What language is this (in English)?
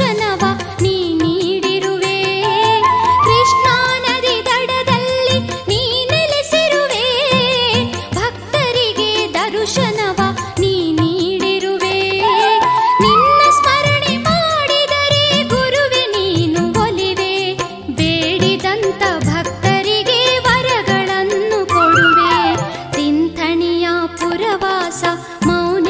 Kannada